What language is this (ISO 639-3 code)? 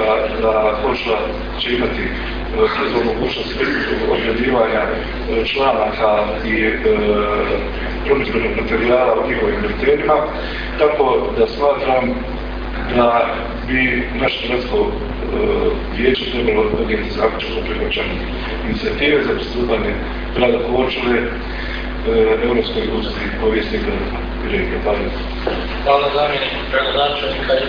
hrv